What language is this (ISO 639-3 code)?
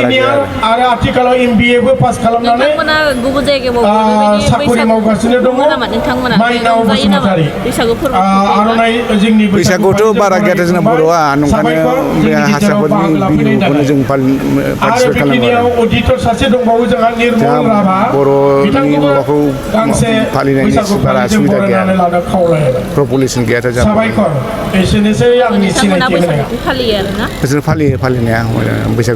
brx